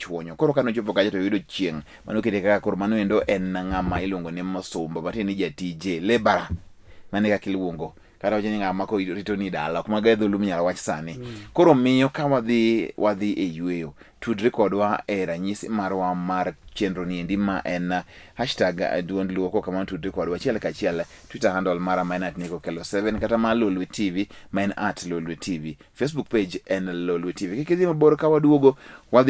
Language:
Luo (Kenya and Tanzania)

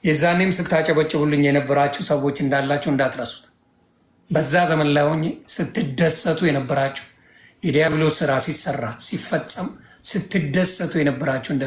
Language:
Amharic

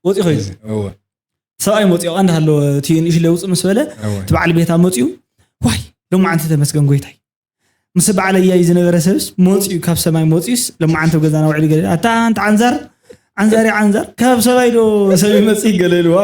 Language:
Tigrinya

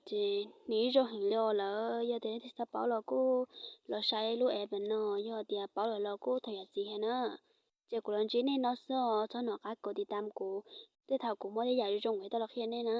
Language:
Hmong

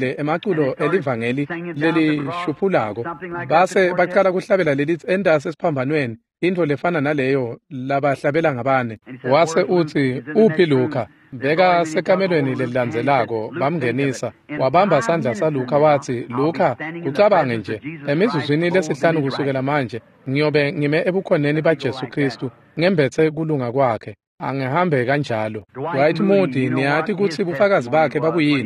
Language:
Swati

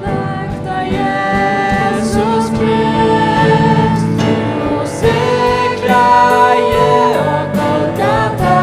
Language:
Faroese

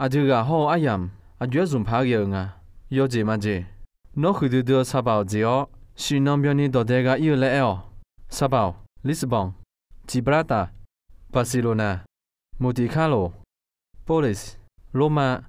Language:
Akha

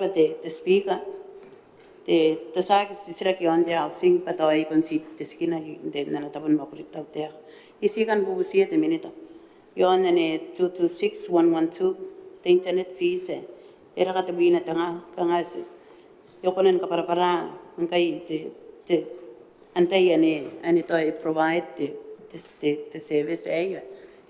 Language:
Gilbertese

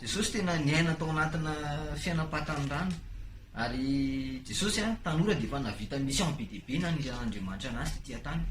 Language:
Malagasy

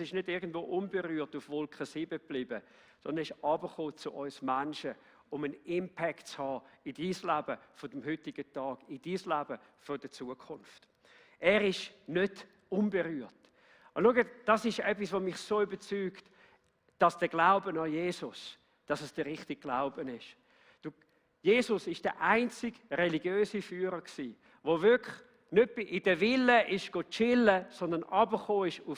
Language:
Swiss German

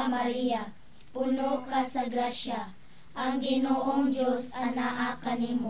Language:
Cebuano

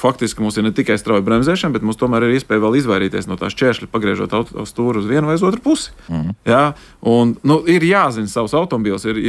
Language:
Latvian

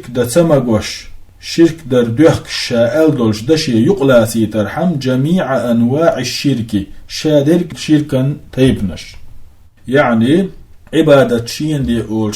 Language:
Chechen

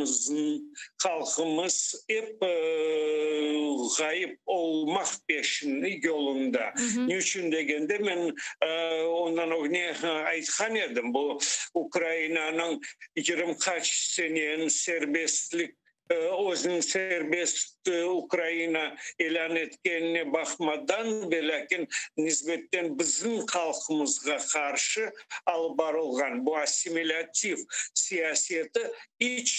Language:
Crimean Tatar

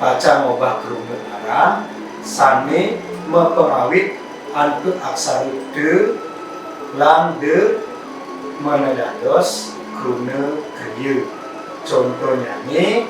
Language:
Balinese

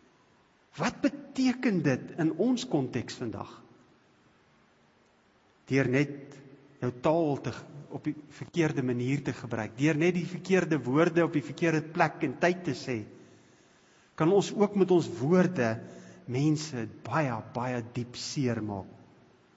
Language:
Afrikaans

